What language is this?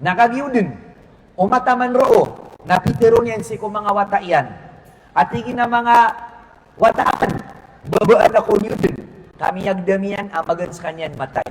Maranao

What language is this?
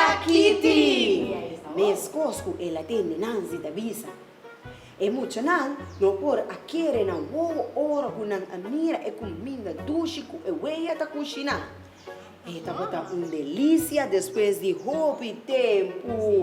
Papiamento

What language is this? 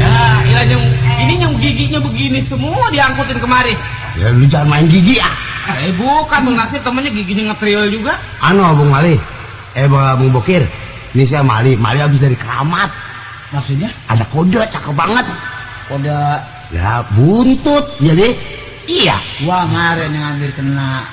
Betawi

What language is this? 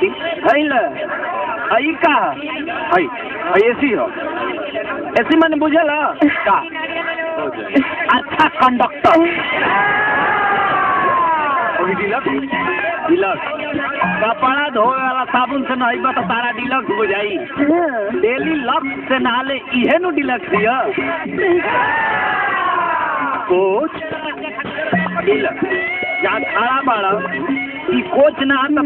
Bhojpuri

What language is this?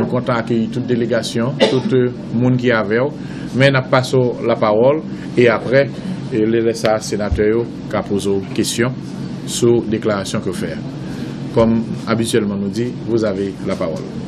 Haitian Creole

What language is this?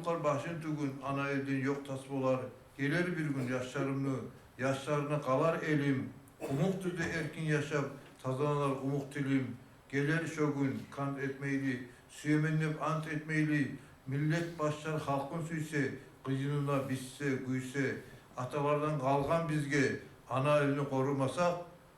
Kumyk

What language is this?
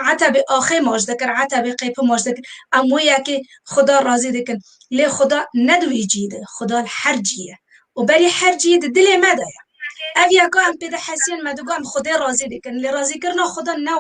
Kurdish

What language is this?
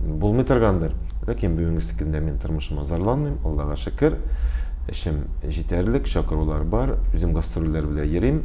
Tatar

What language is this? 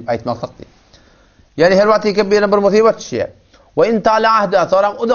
Turkmen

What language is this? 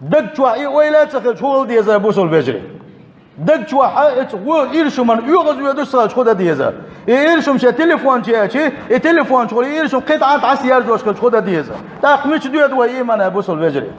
Chechen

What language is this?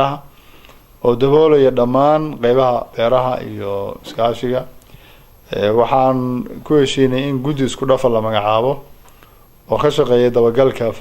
Somali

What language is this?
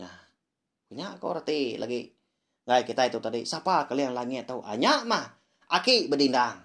Iban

